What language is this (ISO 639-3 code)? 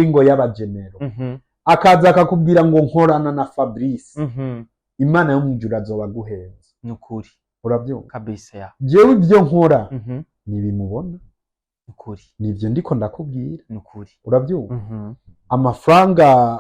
run